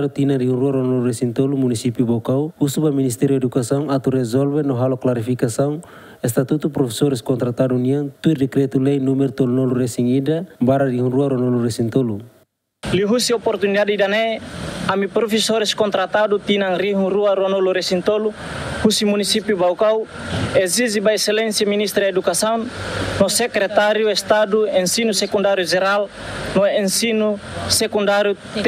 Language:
Tetum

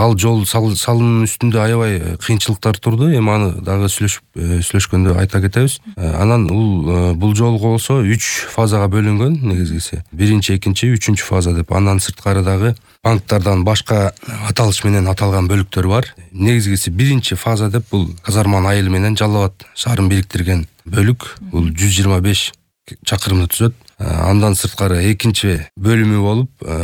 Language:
Kyrgyz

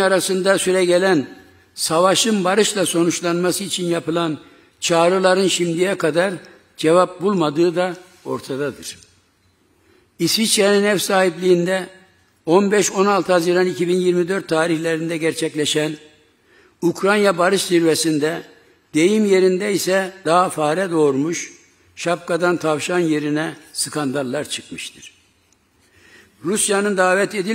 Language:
Turkish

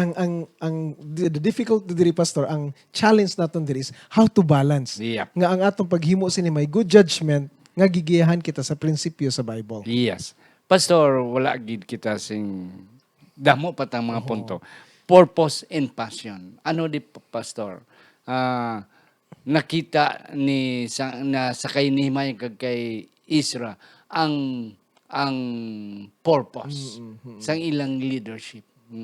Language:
Hiligaynon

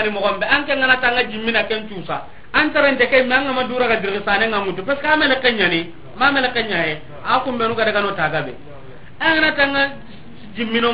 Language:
Soninke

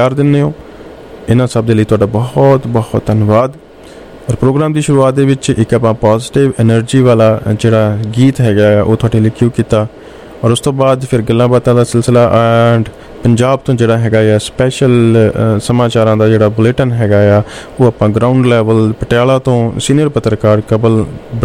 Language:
Punjabi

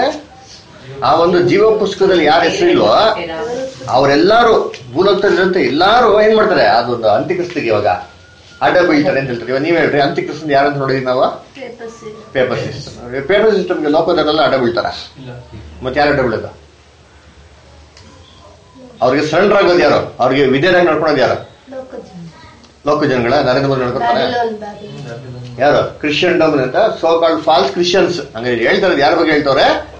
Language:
Kannada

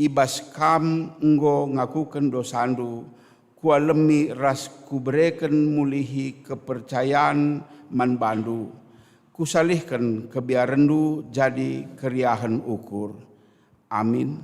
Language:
Batak Karo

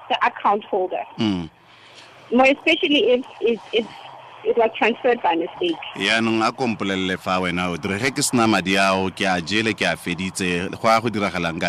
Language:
Tswana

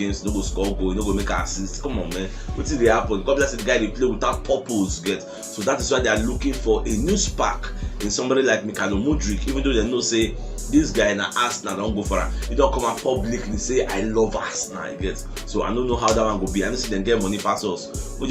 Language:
Nigerian Pidgin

